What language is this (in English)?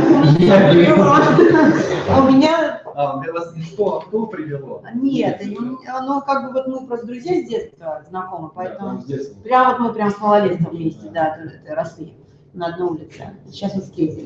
Russian